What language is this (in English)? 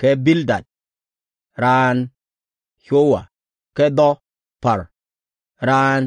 Nuer